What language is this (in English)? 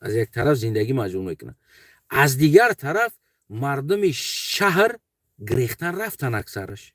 Tajik